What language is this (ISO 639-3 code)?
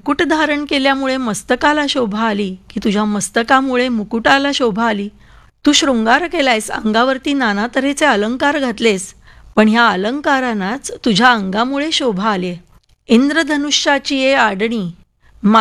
mar